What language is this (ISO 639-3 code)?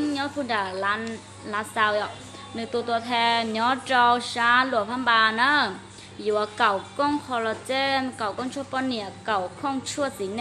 hmn